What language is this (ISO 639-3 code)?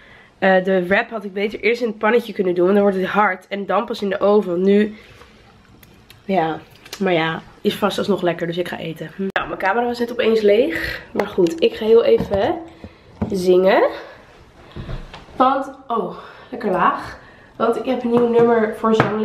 nld